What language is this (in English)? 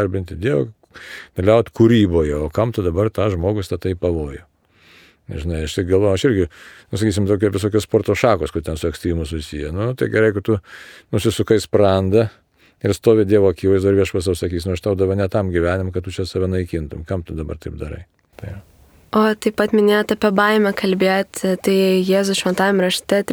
Lithuanian